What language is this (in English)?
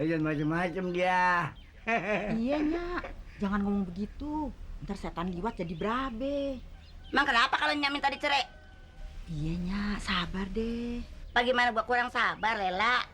Betawi